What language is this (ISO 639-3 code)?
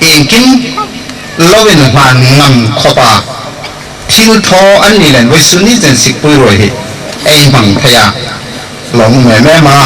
hmr